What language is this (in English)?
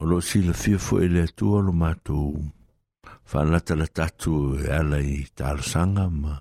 Samoan